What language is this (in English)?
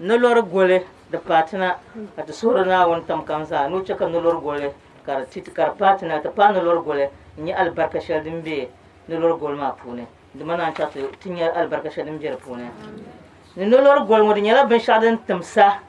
Dagbani